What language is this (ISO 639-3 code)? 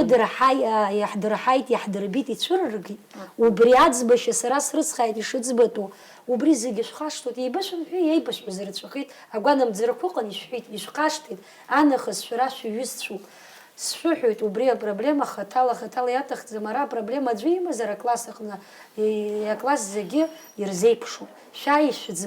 abk